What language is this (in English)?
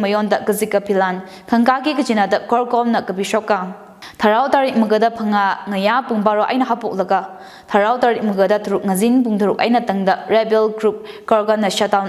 Tangkhul Naga (India)